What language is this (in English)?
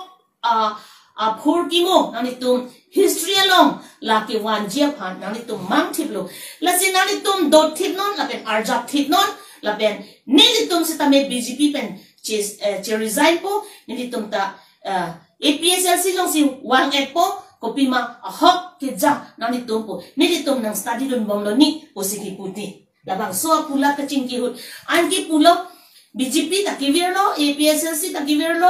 Karbi